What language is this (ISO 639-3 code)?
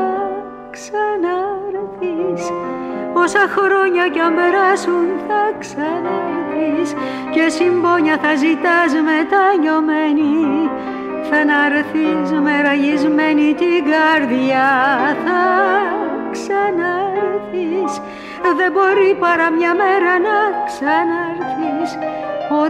ell